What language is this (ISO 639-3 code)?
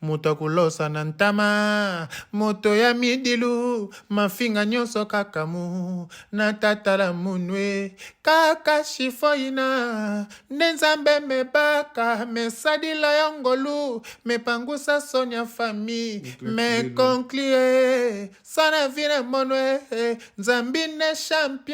lin